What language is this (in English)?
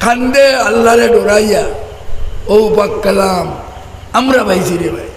Sylheti